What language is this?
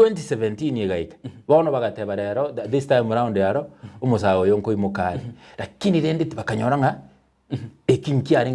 Gusii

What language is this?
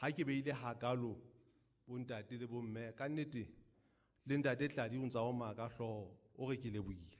Southern Sotho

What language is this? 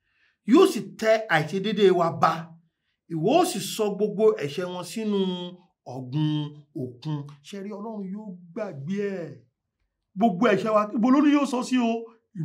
Yoruba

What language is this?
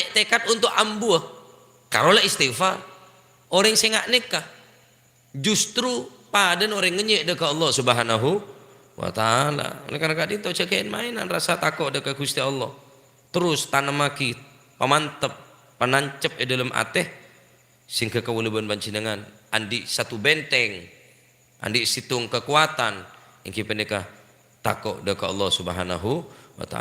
Madurese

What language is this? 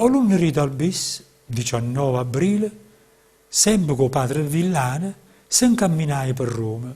Neapolitan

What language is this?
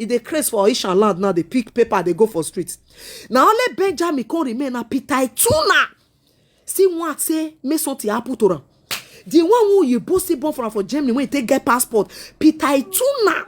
Nigerian Pidgin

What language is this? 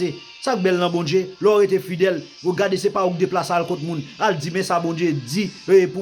Haitian Creole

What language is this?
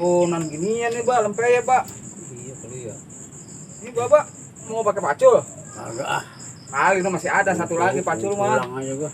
Betawi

